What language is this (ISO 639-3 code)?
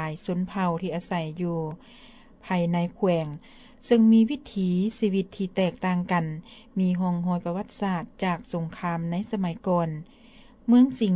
lao